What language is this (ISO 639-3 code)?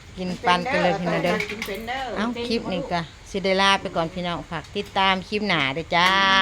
tts